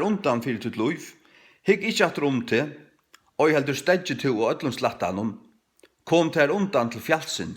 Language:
Faroese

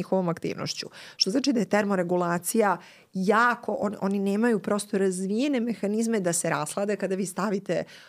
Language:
Serbian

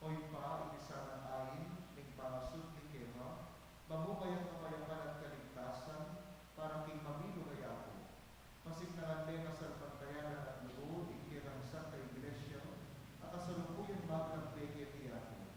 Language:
Pampanga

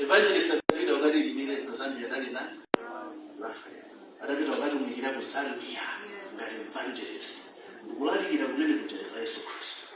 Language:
Nyanja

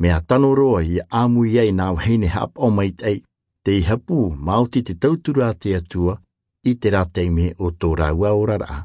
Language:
Tahitian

